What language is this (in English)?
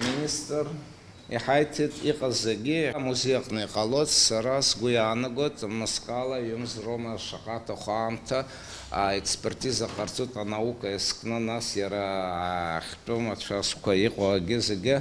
Abkhazian